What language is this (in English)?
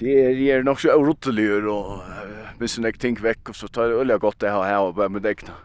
Faroese